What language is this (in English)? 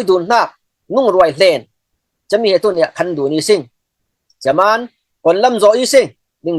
Falam Chin